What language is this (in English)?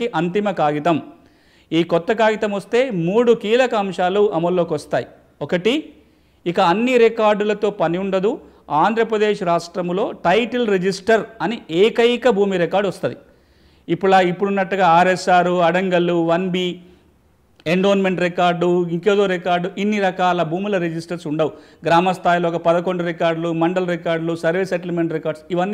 Telugu